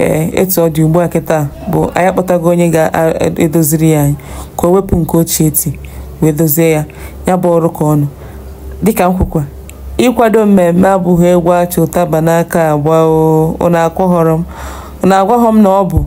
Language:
Igbo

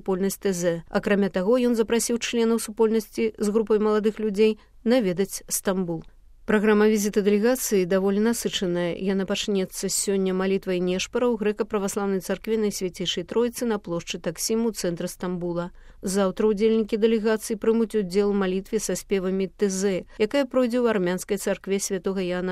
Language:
Belarusian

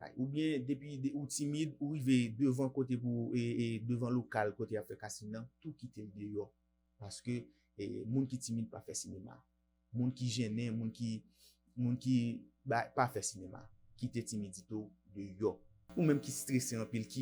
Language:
Haitian Creole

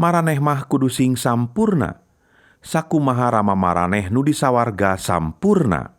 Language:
Sundanese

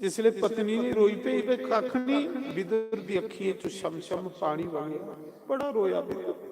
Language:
Dogri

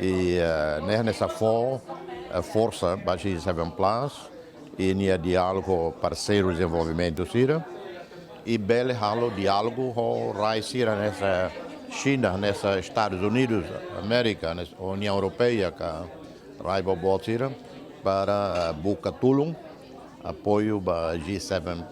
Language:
Tetum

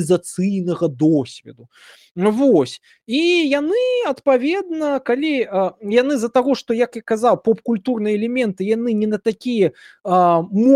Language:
Belarusian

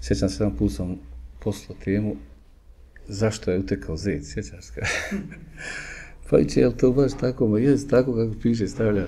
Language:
Bosnian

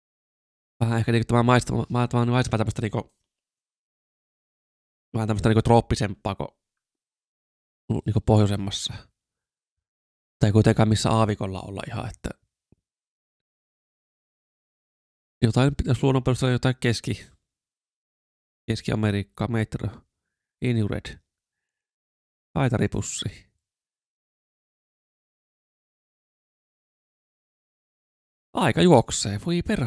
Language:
Finnish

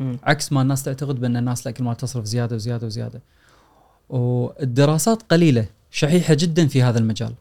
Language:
Gulf Arabic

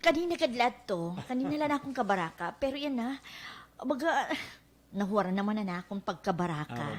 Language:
Waray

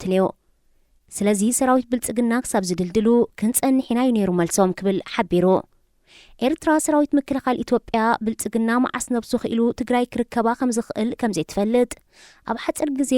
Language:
Tigrinya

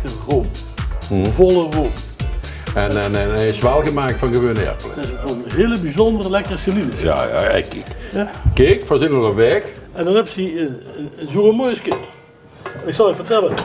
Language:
Limburgish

